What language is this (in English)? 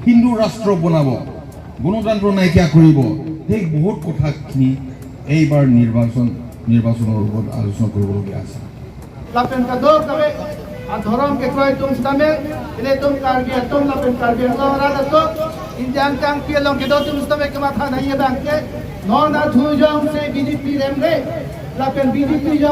Karbi